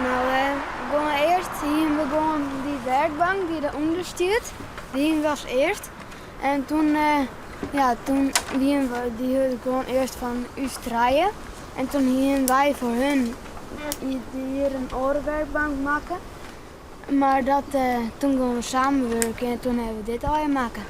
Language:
Western Frisian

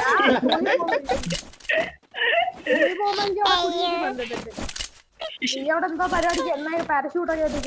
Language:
Malayalam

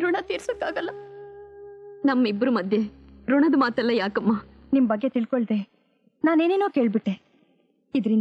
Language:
Kannada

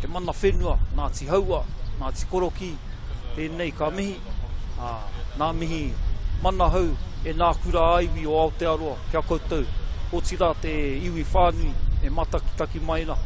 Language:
Māori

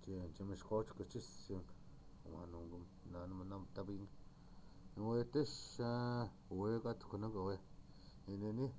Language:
Chippewa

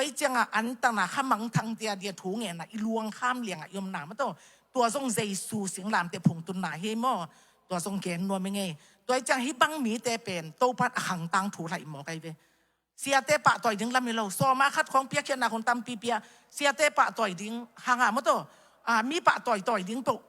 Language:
Tedim Chin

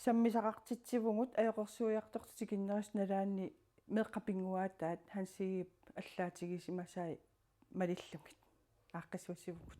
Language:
Kalaallisut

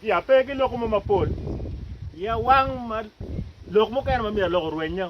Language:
Acoli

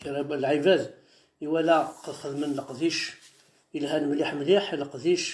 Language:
Kabyle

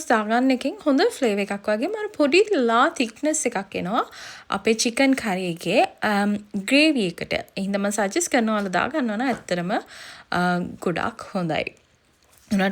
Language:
Sinhala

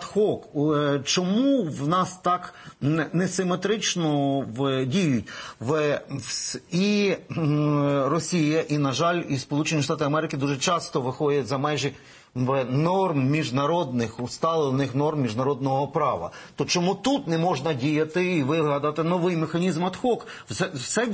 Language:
Ukrainian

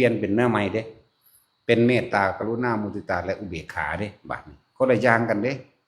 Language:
Northeastern Thai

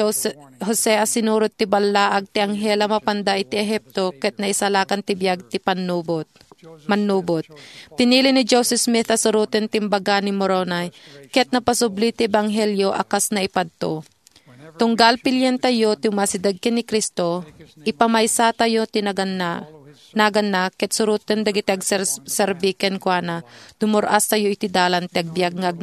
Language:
Iloko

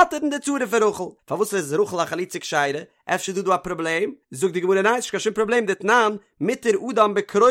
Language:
Yiddish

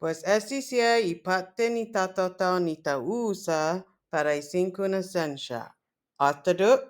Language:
Chamorro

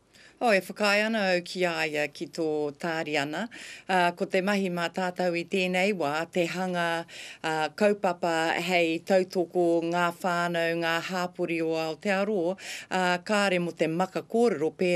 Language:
Māori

